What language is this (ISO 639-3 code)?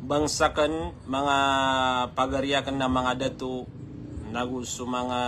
mrw